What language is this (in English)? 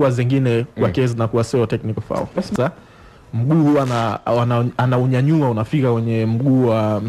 Swahili